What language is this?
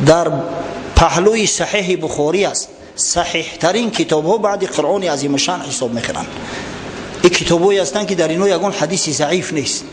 Tajik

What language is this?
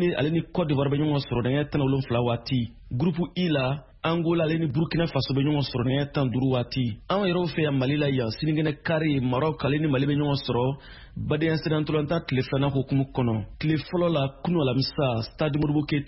Bambara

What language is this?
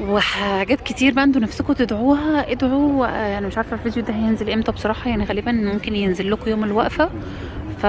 Egyptian Arabic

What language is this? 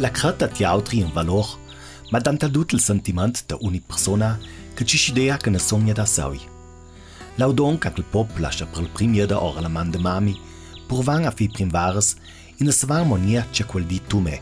Ladin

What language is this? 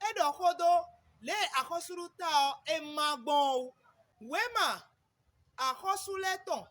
Fon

